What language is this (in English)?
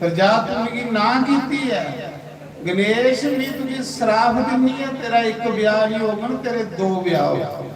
Dogri